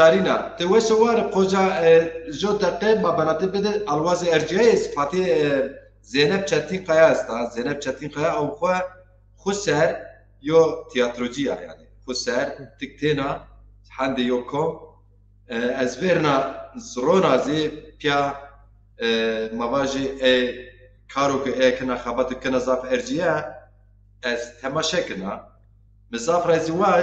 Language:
Zaza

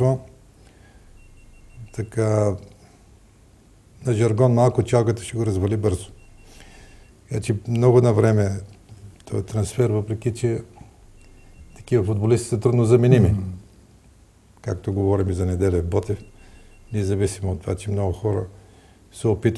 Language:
Bulgarian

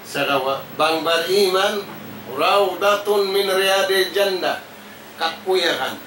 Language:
Tausug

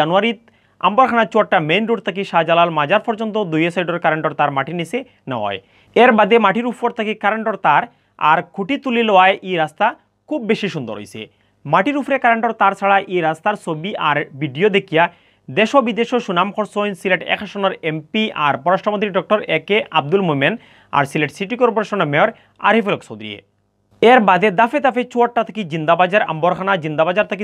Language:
Sylheti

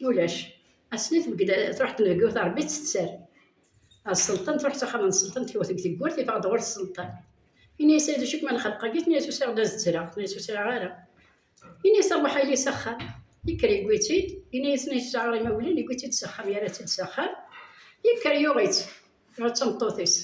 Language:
Kabyle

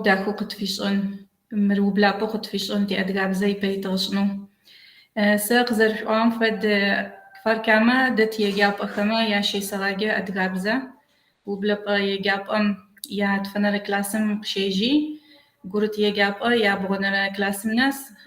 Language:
Kabardian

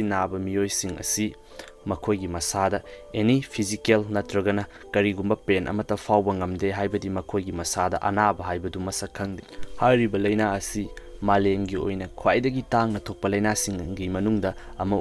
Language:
Manipuri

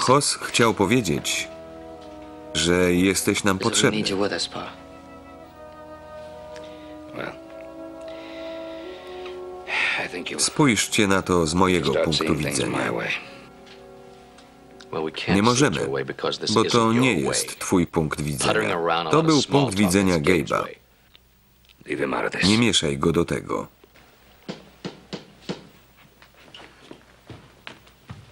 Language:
Polish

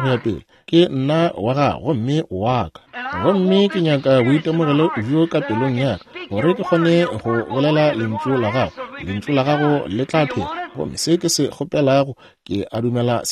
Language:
Northern Sotho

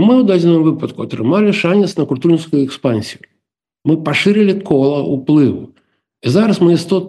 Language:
Belarusian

